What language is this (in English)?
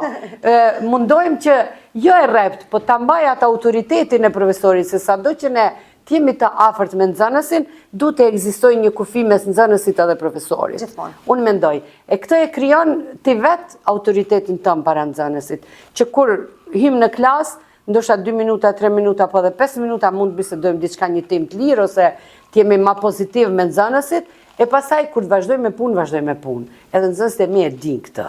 Albanian